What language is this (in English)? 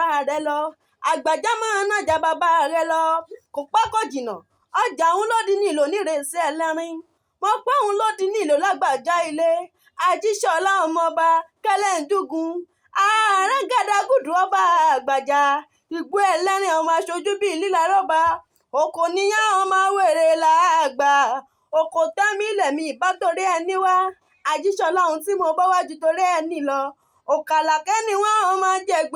Yoruba